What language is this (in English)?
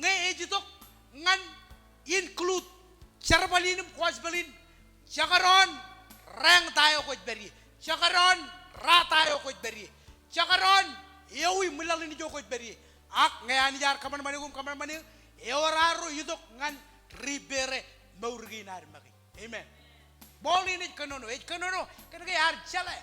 Marshallese